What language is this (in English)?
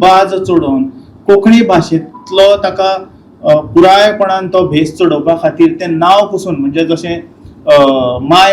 Konkani